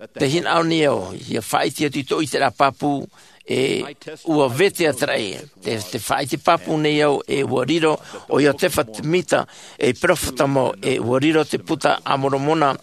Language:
Tahitian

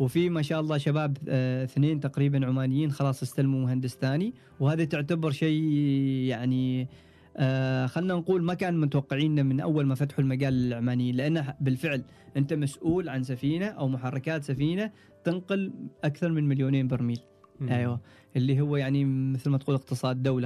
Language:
Gulf Arabic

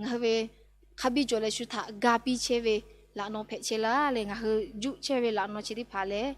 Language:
Lahu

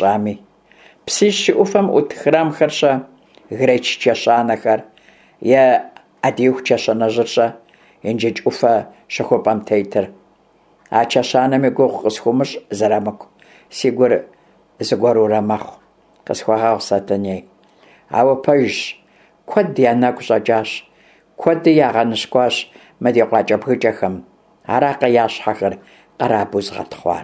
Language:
Kabardian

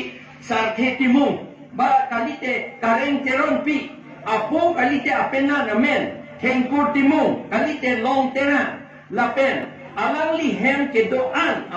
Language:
Karbi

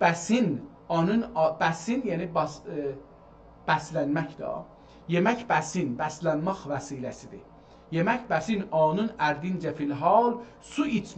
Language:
South Azerbaijani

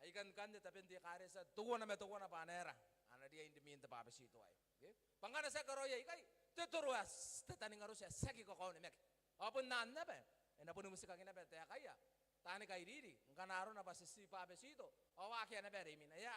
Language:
Gilbertese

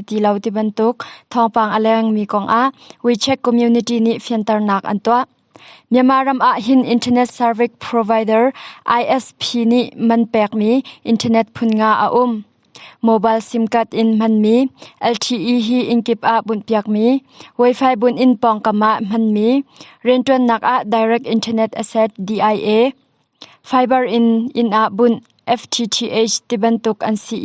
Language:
Hakha Chin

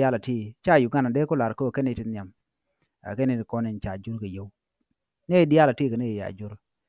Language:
Nuer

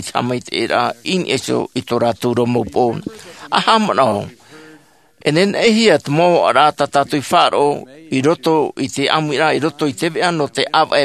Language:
Tahitian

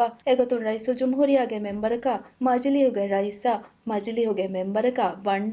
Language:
Divehi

